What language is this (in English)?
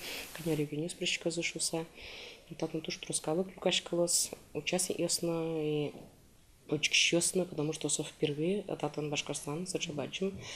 Udmurt